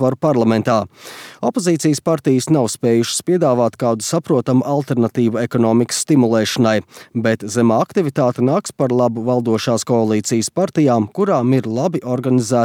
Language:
Latvian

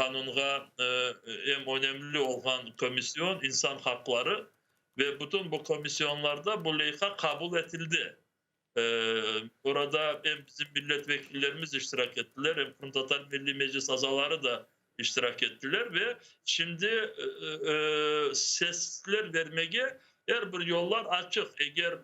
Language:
Crimean Tatar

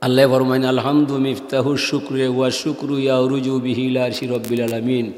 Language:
Sylheti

